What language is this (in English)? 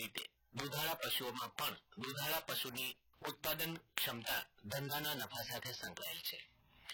Gujarati